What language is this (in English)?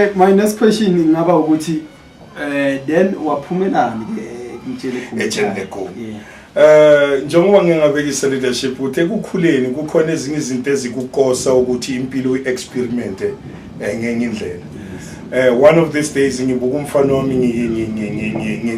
Zulu